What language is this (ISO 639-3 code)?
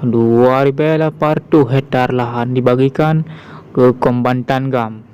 ace